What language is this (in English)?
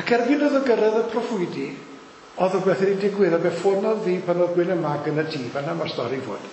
Welsh